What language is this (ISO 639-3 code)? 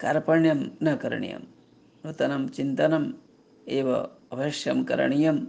san